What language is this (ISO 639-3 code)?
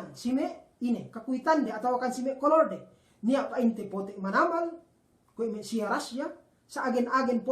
yka